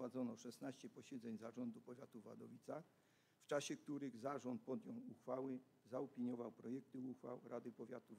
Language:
Polish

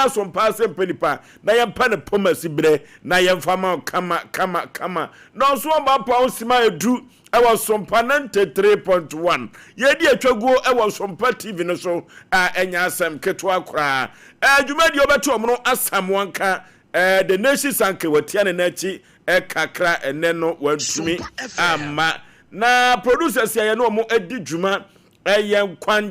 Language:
Akan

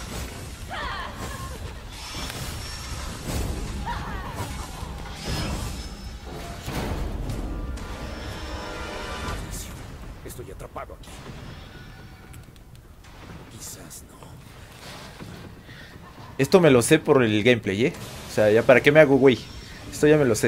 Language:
Spanish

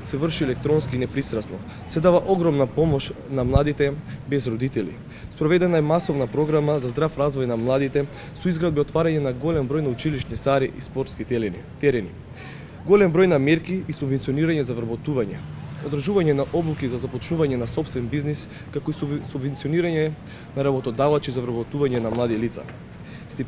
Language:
Macedonian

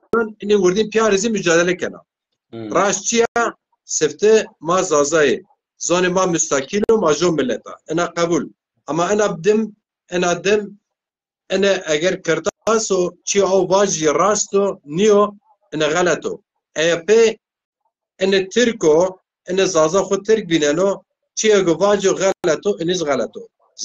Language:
Zaza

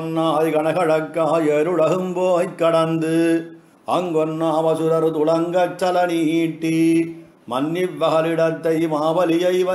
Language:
Tamil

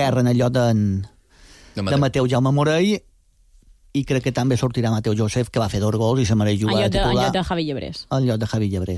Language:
Catalan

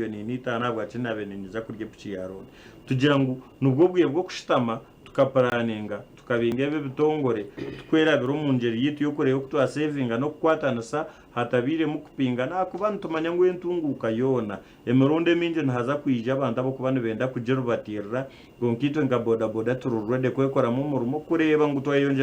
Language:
Nyankole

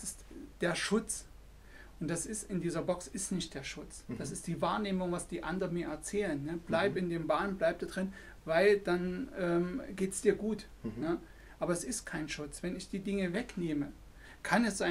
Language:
German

